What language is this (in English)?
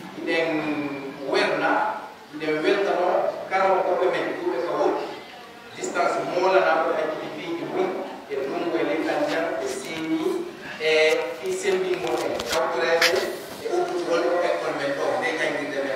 Pular